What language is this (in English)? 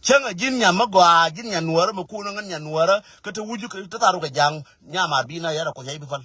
Nuer